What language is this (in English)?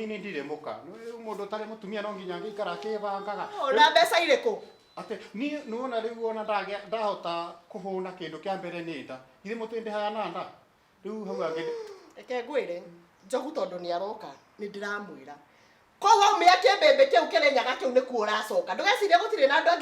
Kikuyu